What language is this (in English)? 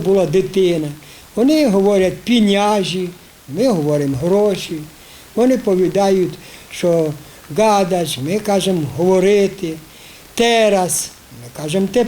Rusyn